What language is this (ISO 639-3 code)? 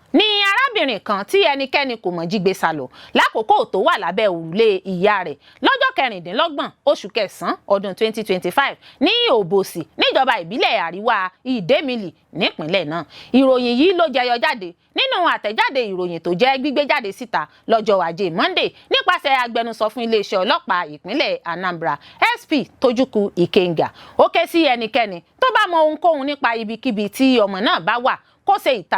yor